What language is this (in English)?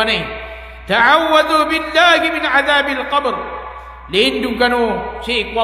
Maranao